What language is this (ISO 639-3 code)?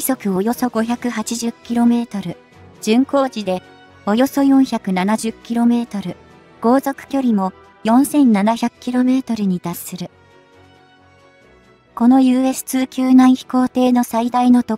jpn